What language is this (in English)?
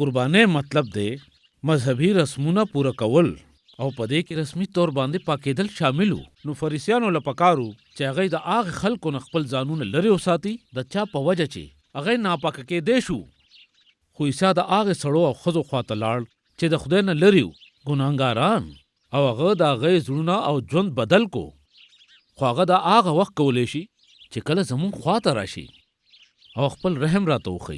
Pashto